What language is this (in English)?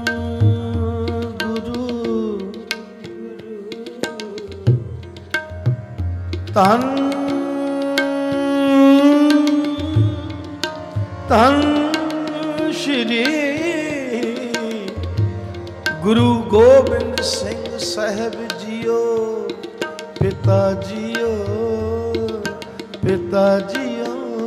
Punjabi